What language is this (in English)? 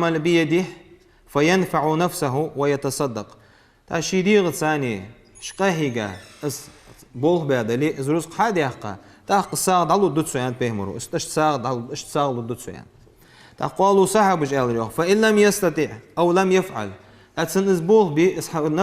Ingush